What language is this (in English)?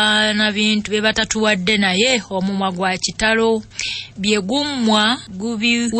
Ganda